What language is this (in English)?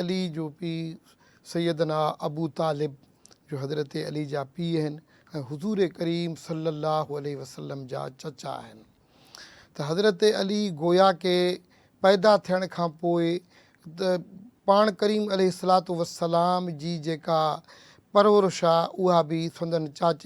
Sindhi